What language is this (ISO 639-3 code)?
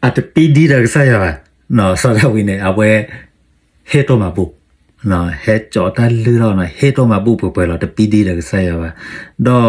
ksw